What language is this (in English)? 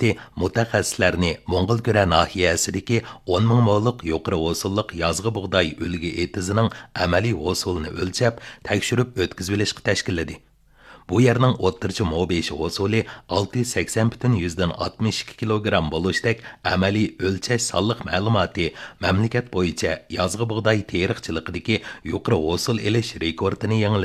Uyghur